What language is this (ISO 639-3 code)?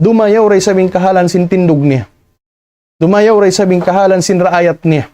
tsg